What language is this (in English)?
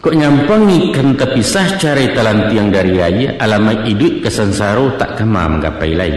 Minangkabau